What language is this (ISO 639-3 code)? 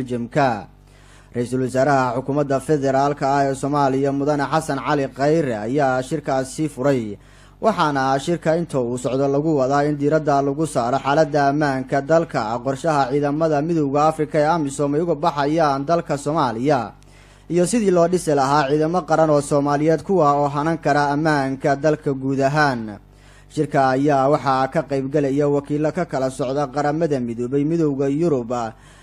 som